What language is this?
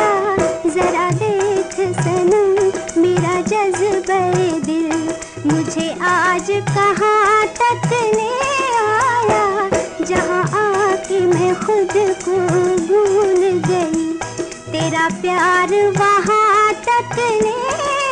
Hindi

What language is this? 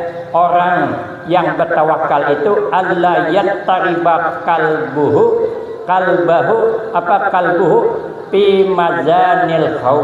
Banjar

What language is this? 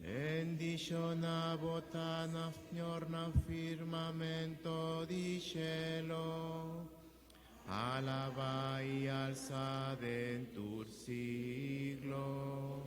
Papiamento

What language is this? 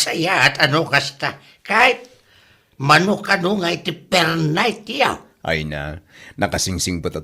Iloko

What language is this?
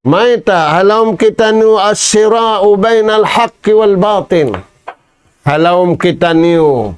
Tausug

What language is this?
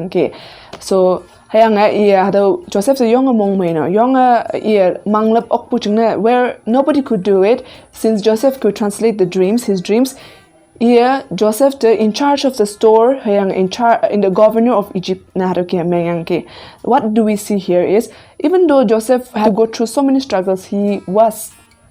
Konyak Naga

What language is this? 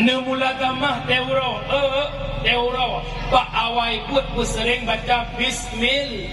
Achinese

